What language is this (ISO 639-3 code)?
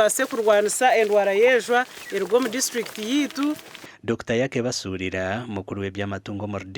nyn